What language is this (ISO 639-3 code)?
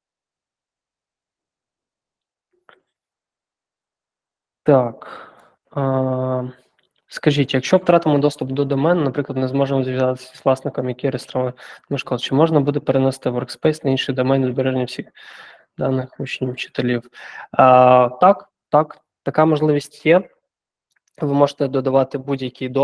ukr